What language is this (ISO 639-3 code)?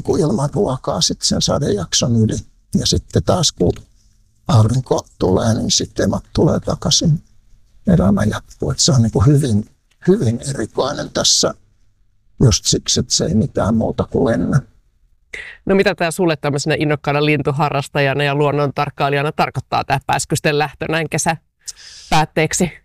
fin